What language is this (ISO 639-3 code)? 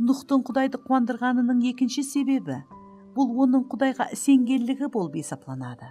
kaa